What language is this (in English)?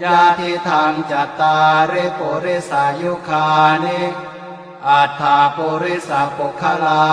Pali